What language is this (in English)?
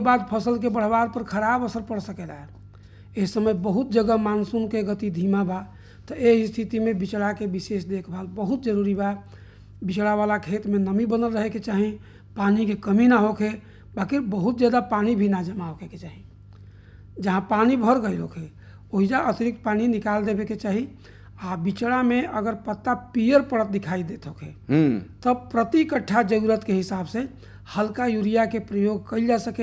Bhojpuri